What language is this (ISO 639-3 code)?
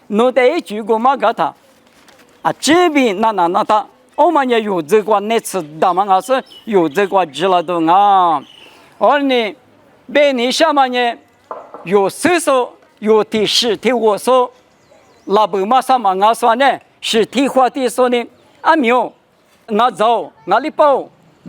lis